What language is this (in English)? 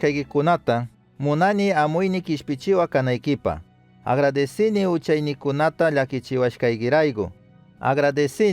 Chimborazo Highland Quichua